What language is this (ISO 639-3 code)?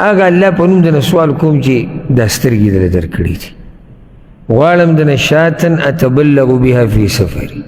pus